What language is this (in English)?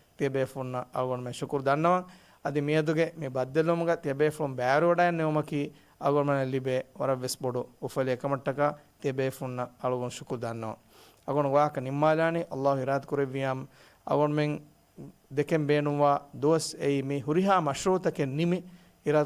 Divehi